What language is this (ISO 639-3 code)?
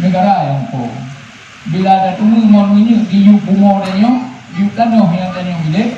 ace